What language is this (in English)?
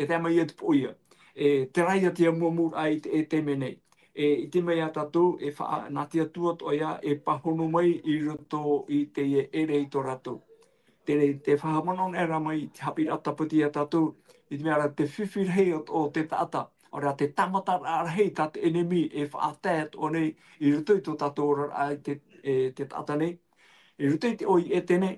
Tahitian